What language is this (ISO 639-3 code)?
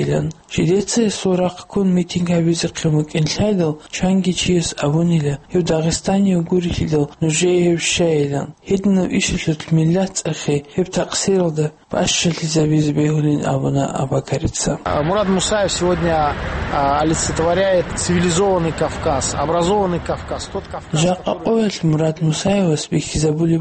ava